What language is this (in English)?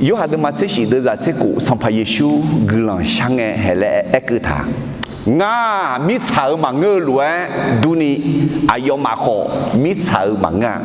Akha